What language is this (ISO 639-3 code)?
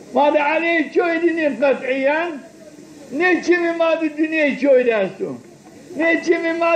zza